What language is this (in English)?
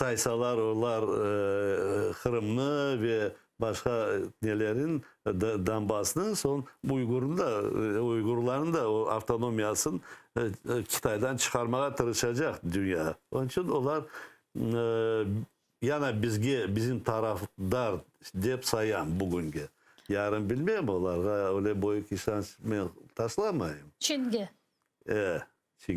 Crimean Tatar